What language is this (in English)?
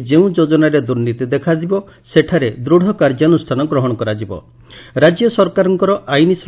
Odia